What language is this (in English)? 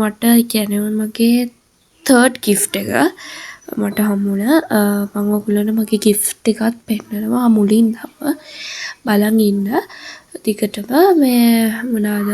Sinhala